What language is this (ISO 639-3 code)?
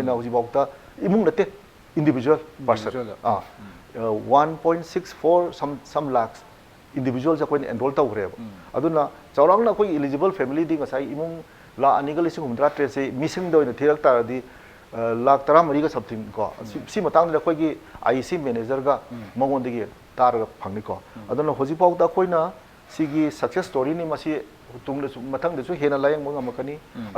mni